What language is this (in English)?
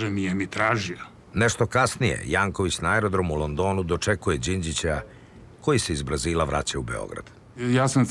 Serbian